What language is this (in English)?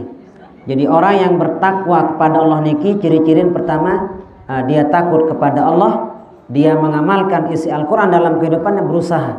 Sasak